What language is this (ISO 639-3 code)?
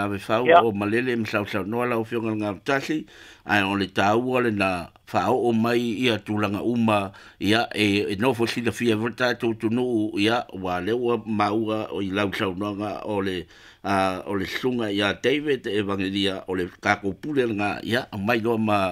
smo